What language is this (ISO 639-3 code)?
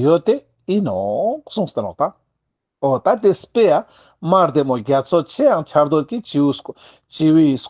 lbj